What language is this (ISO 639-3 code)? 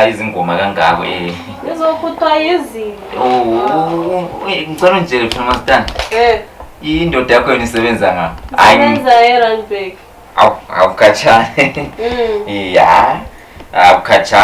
zul